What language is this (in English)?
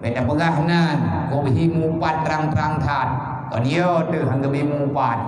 Achinese